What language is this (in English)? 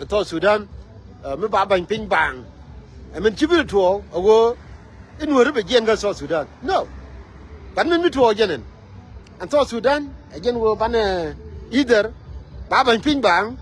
Nuer